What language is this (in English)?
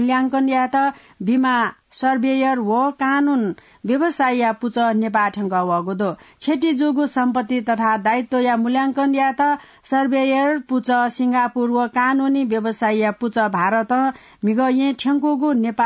Newari